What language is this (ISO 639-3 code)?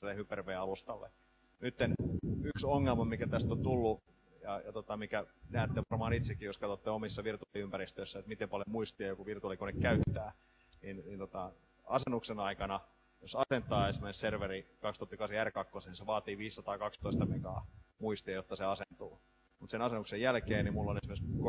fin